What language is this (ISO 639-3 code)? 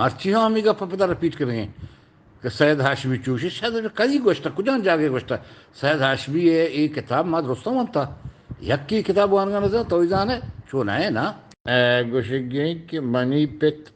bgp